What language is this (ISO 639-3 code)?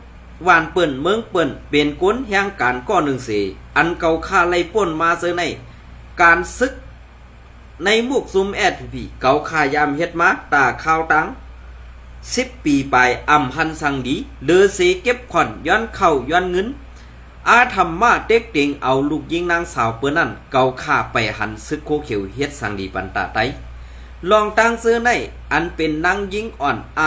shn